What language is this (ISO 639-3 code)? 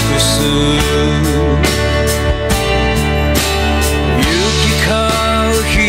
jpn